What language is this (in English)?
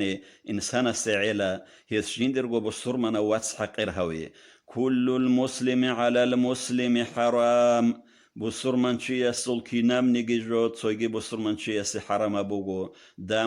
Avaric